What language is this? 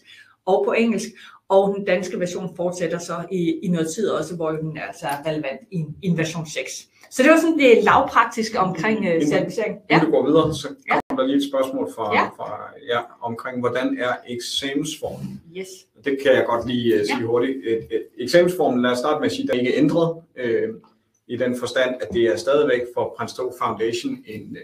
Danish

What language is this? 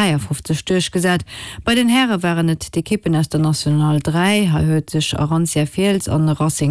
Luxembourgish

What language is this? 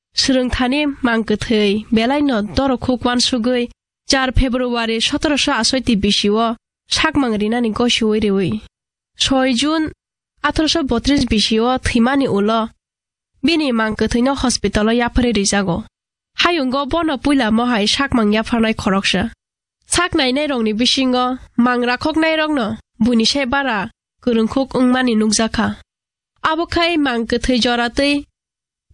Kok Borok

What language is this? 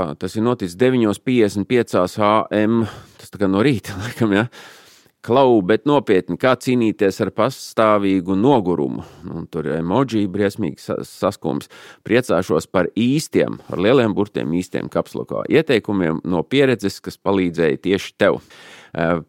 Latvian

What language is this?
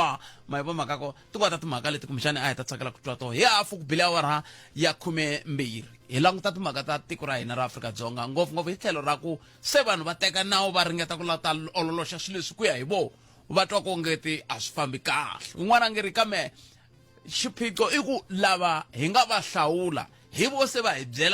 Tsonga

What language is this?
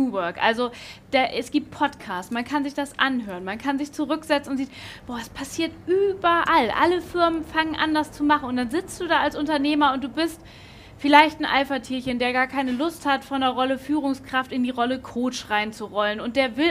German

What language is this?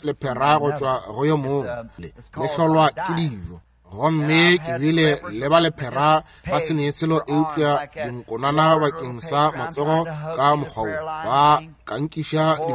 Northern Sotho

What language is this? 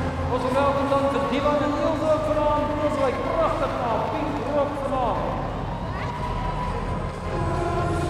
Afrikaans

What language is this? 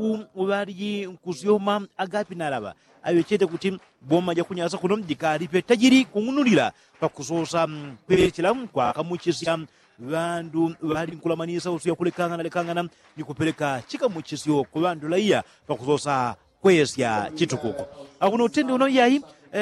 Yao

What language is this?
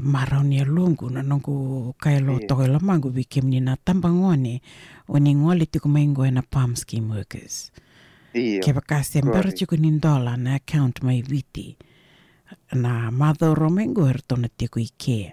Fijian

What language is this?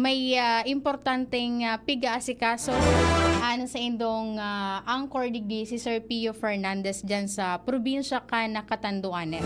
Bikol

